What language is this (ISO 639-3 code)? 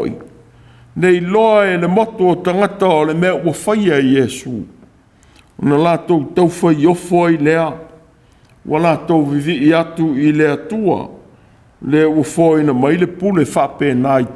smo